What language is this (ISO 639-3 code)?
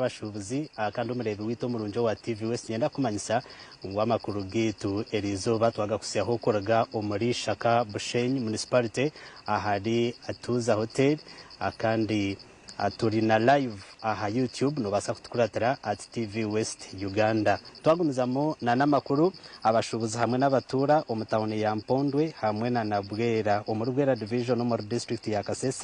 nyn